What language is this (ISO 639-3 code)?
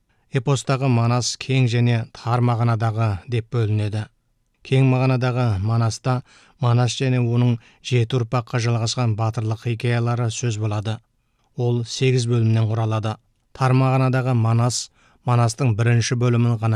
kaz